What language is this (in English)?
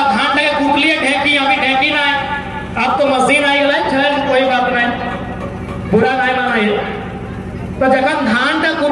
Hindi